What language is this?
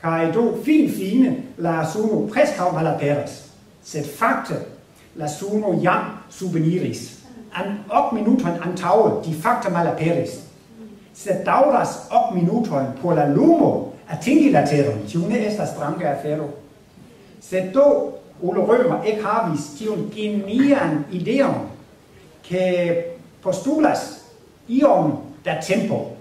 Esperanto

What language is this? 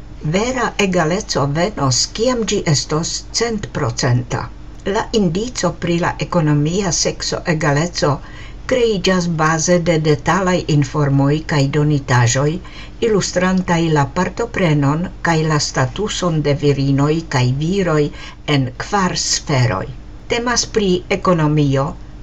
Esperanto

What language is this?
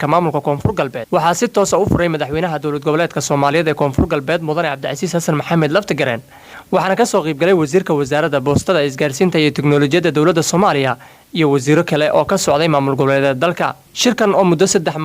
Somali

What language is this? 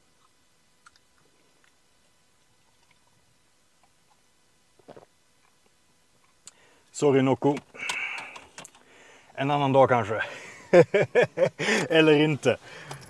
Swedish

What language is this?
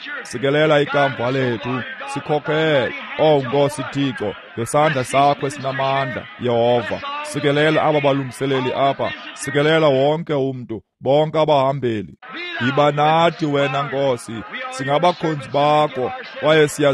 Xhosa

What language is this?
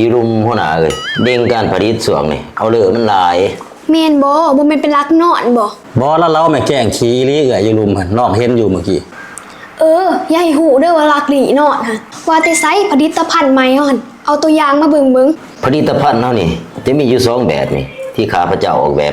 Lao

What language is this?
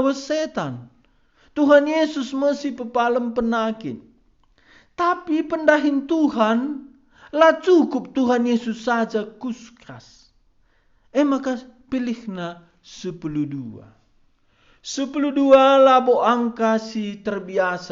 Batak Karo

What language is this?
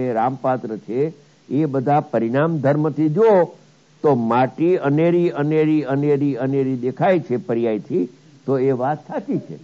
Gujarati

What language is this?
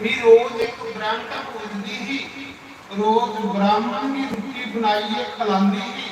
Dogri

